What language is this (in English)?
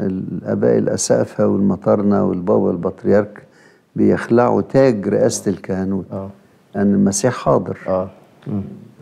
Egyptian Arabic